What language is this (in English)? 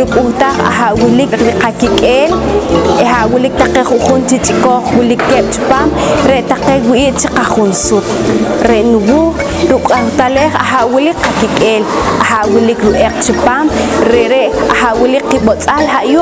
Poqomchi'